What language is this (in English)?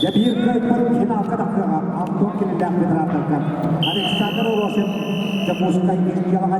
Yakut